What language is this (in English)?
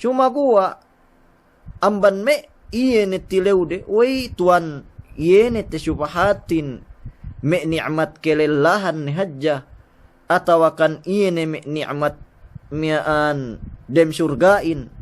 Yakan